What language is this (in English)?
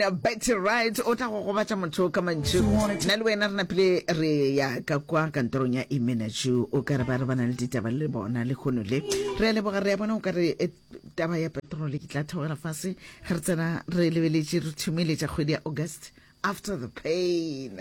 Northern Sotho